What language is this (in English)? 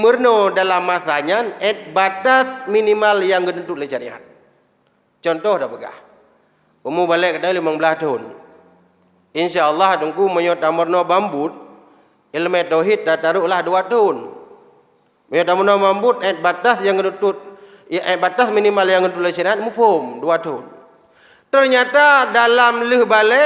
Achinese